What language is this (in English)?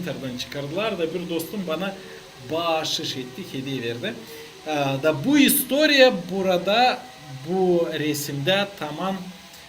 Gagauz